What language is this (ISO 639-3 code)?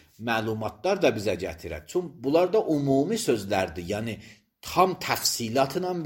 aze